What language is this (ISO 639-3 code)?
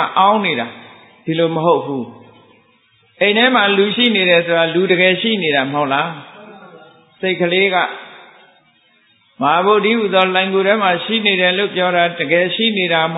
mya